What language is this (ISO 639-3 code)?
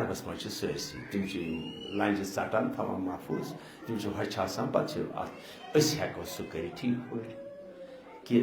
kas